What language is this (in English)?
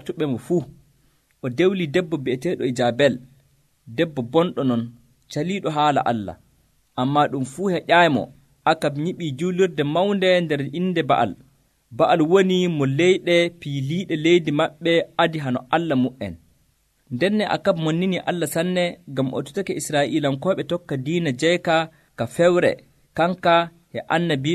Nigerian Fulfulde